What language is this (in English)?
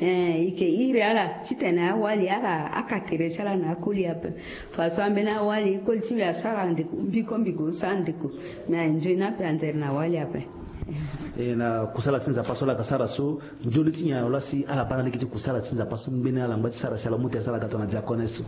Sango